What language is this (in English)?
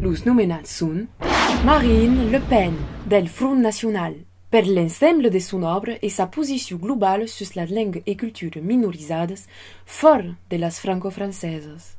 Occitan